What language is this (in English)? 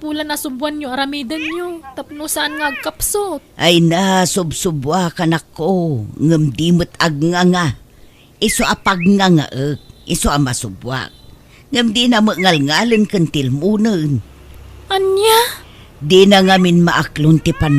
Iloko